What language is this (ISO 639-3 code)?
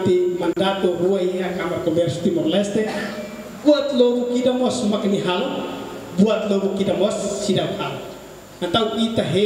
tet